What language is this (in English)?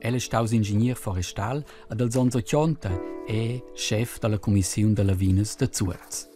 Romansh